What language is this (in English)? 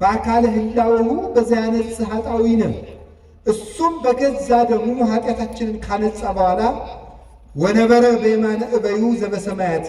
Amharic